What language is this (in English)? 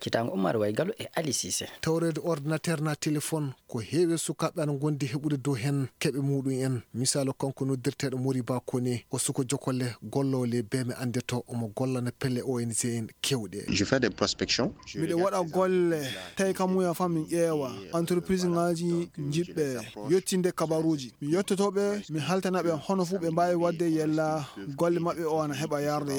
Fula